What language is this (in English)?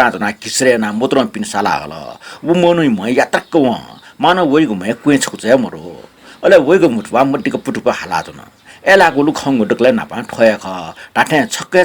Newari